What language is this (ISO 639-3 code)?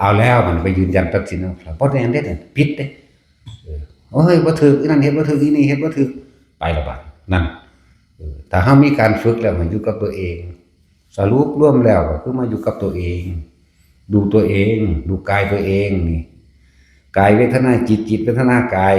tts